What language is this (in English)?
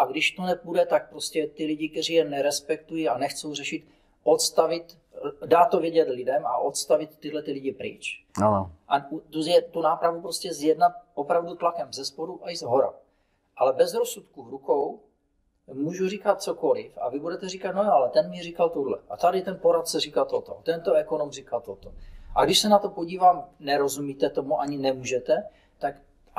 Czech